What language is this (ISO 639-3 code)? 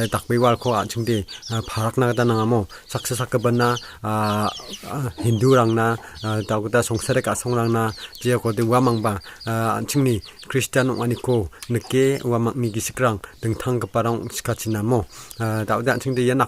grt